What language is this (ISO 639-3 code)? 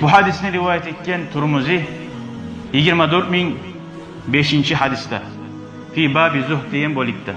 kum